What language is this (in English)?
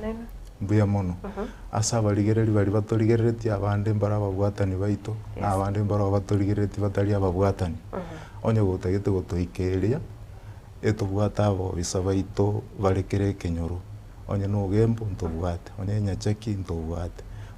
Gusii